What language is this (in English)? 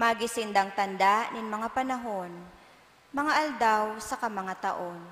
Bikol